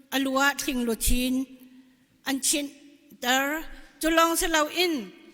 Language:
Hakha Chin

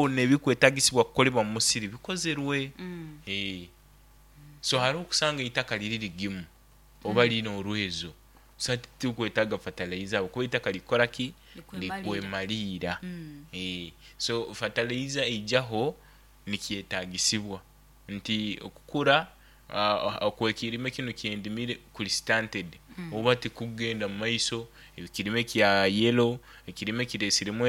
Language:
Nyoro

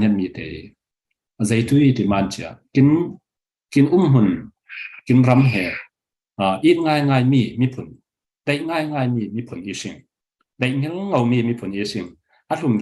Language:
Falam Chin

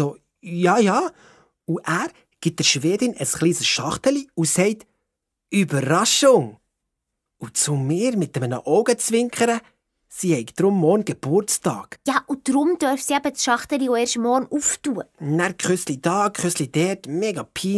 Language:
Swiss German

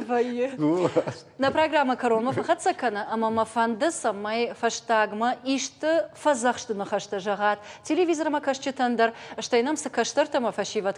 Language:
Ossetic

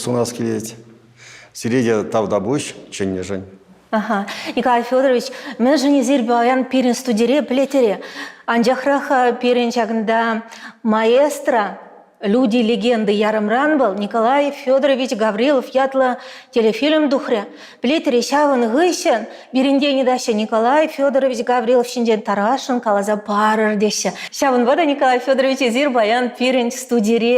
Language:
Chuvash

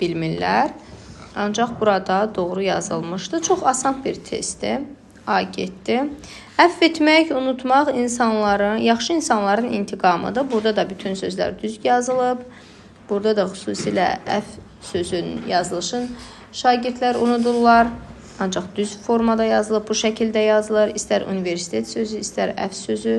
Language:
Azerbaijani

